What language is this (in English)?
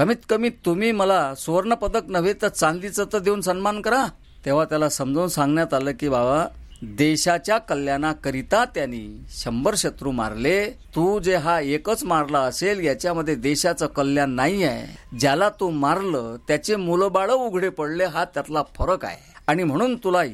Marathi